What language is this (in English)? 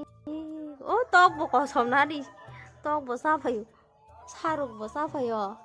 Kok Borok